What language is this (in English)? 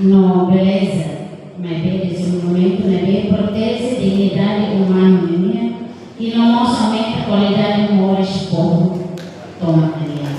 Tetum